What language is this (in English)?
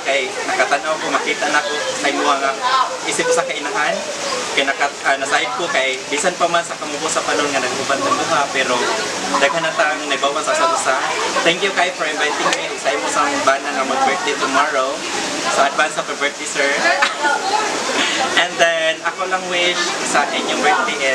Cebuano